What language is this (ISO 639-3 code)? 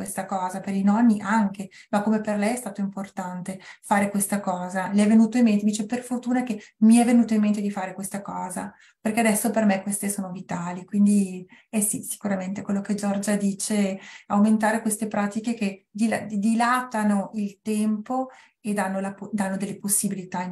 ita